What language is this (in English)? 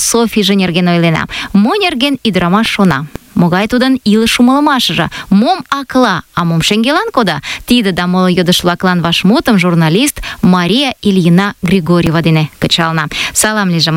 Mari